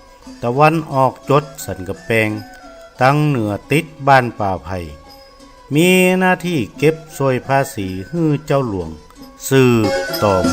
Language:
Northern Thai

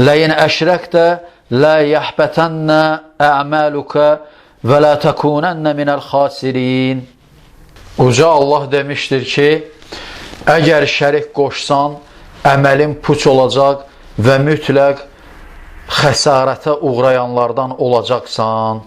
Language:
Azerbaijani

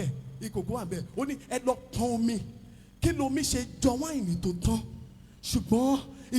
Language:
Yoruba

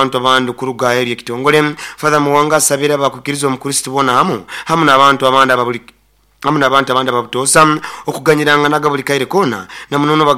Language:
Nyoro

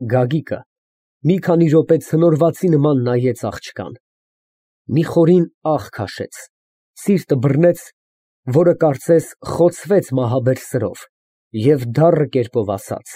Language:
Armenian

